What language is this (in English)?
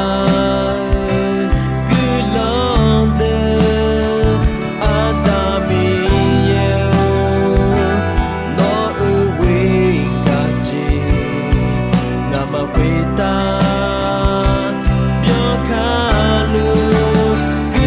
Akha